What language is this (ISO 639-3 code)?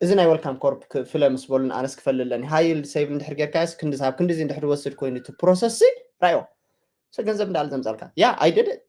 tir